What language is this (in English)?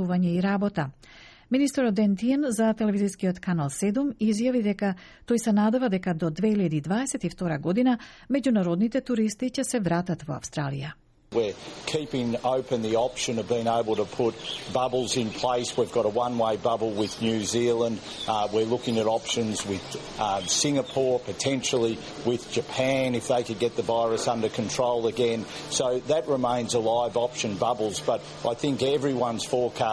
Macedonian